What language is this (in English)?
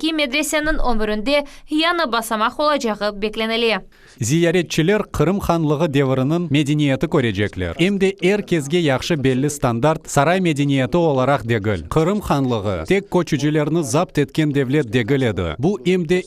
Crimean Tatar